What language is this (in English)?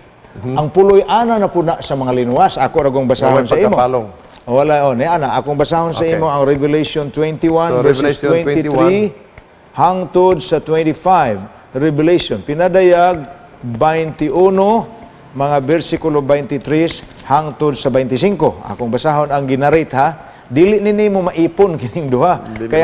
Cebuano